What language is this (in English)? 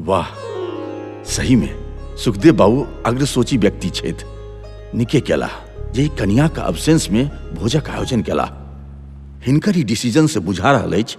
Maithili